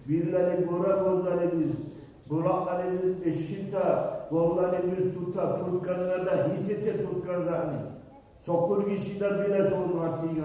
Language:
Kumyk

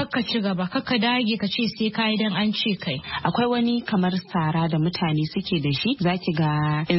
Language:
Hausa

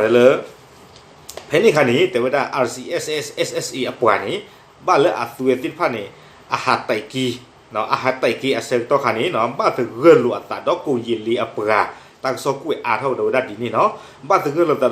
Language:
S'gaw Karen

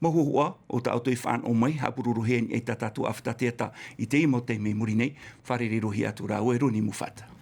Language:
Tahitian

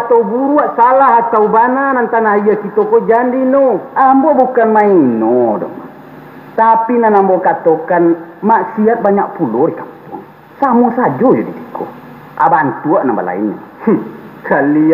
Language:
Minangkabau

